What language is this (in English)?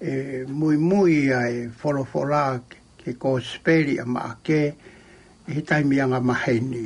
Tongan